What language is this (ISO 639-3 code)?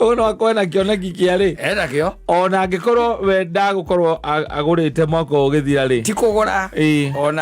kik